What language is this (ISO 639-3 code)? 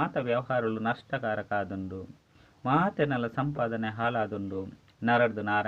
tcy